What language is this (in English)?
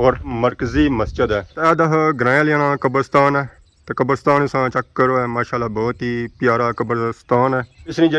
Pahari-Potwari